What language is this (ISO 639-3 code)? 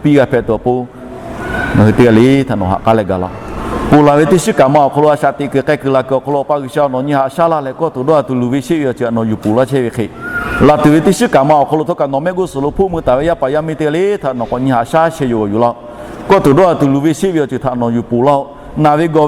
lhu